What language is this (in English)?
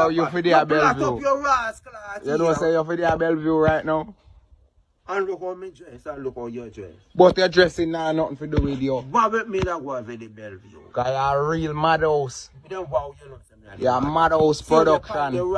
Jamaican Creole English